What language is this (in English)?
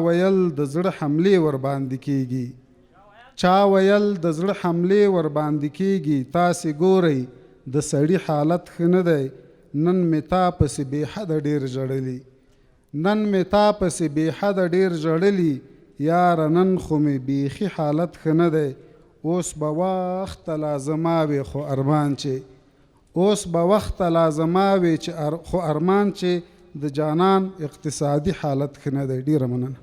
Pashto